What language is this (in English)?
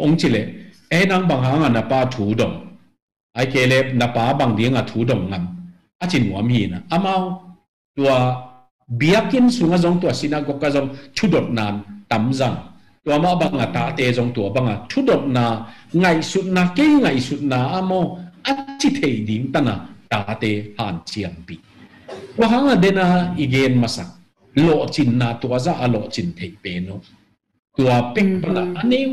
Tedim Chin